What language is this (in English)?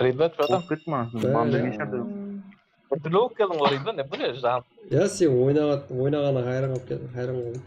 Kara-Kalpak